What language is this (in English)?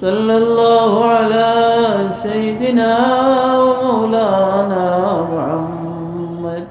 Sylheti